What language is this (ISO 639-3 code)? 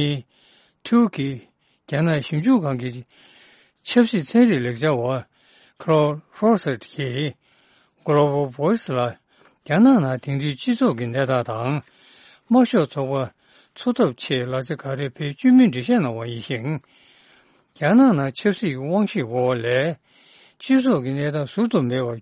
bod